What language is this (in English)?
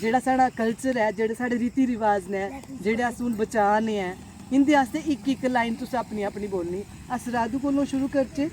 Dogri